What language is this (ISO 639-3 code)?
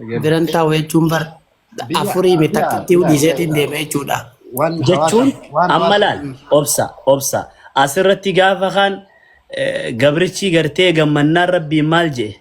orm